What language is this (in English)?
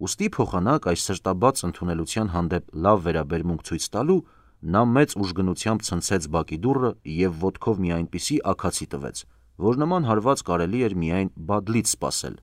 Armenian